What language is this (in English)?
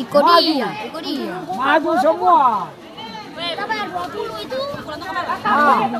Ambonese Malay